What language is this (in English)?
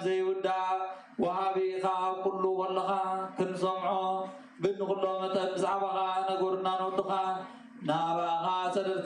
Tigrinya